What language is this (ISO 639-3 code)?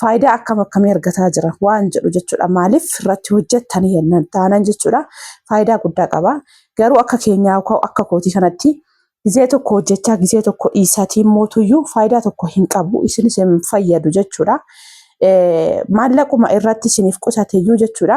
orm